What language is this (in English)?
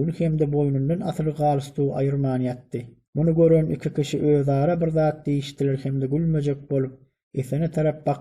Turkmen